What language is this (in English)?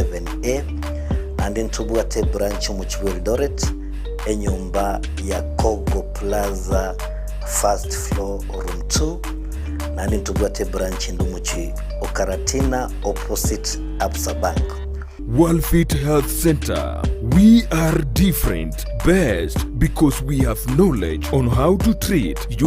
Gusii